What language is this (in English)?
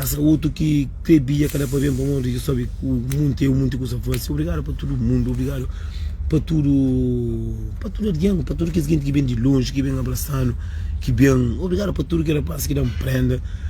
Kabuverdianu